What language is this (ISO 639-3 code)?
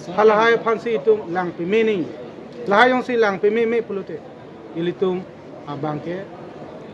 mjw